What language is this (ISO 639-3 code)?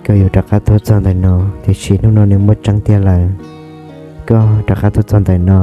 hmn